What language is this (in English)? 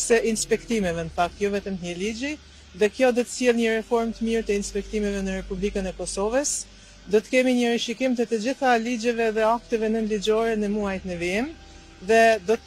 Albanian